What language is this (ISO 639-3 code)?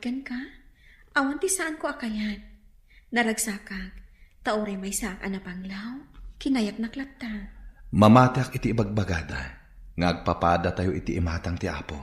ilo